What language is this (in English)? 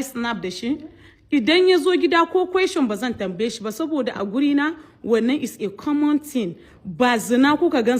Hausa